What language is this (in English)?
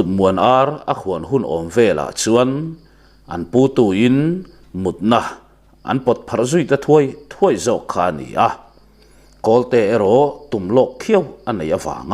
Mizo